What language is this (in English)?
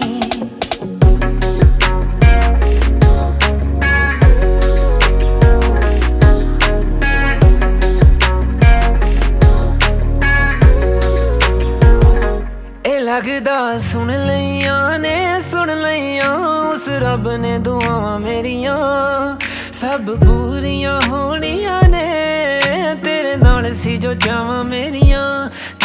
Punjabi